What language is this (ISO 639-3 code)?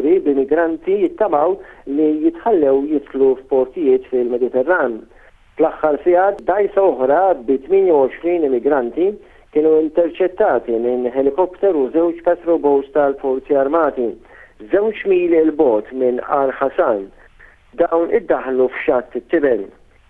mlt